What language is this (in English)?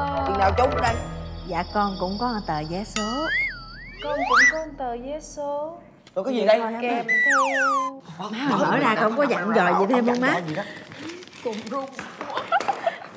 Vietnamese